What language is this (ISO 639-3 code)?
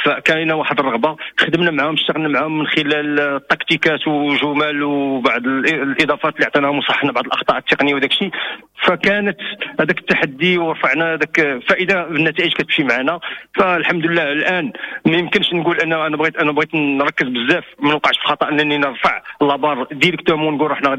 ary